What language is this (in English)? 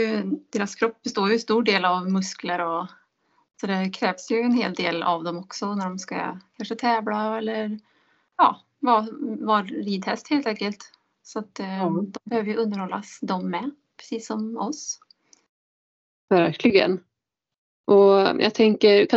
Swedish